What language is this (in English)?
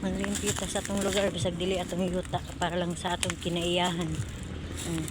Cebuano